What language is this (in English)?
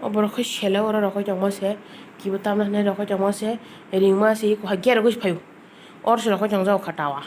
Kok Borok